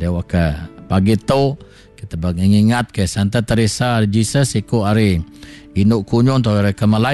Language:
Iban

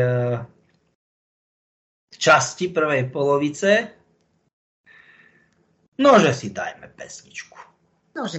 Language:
Slovak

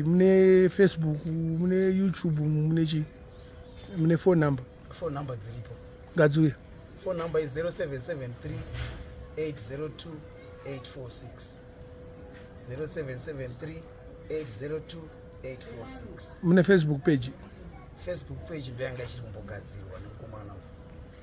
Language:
Shona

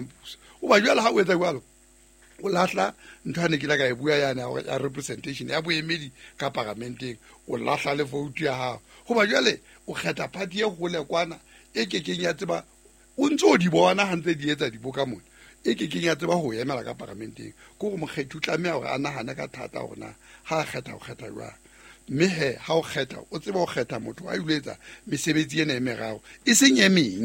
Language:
Southern Sotho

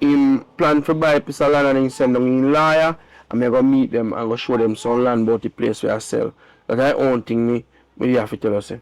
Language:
Jamaican Creole English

